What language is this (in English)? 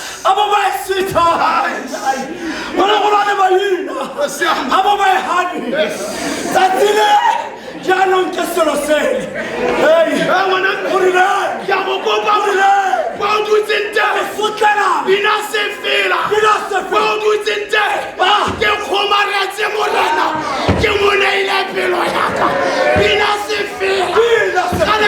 Tswana